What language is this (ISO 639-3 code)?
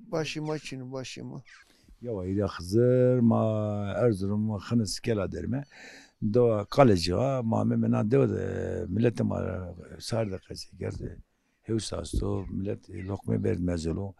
zza